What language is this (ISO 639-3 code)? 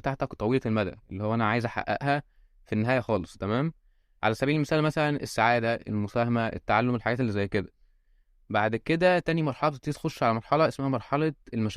arz